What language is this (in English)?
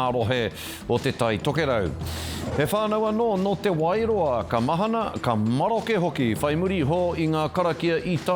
Māori